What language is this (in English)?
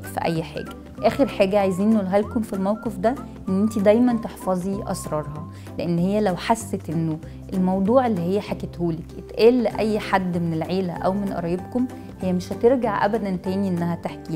Egyptian Arabic